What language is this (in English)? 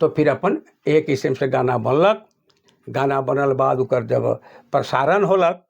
Sadri